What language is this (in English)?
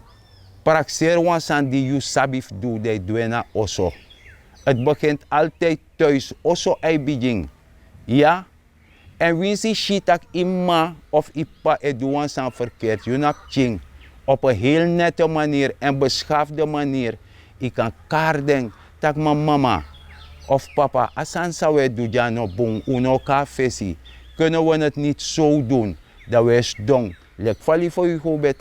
Sranan Tongo